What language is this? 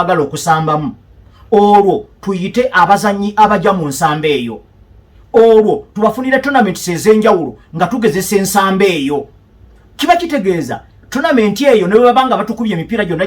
Ganda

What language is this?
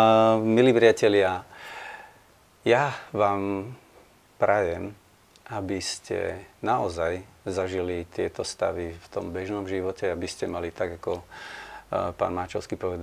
Slovak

